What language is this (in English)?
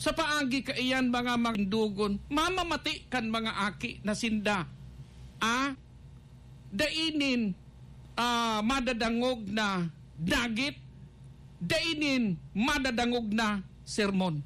Bikol